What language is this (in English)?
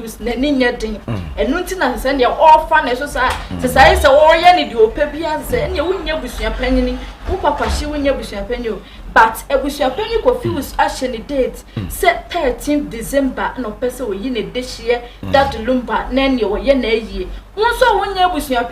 Akan